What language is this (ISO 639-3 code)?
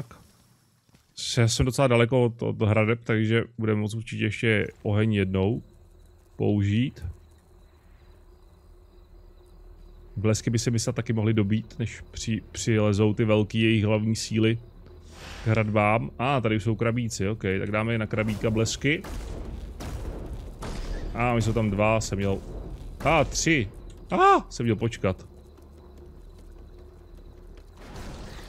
ces